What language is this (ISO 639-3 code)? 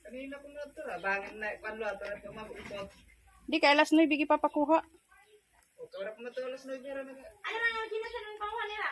war